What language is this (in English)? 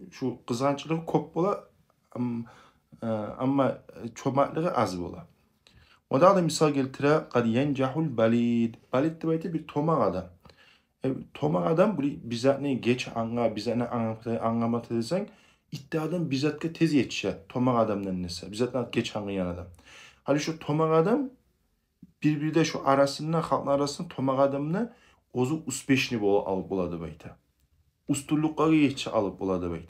Kumyk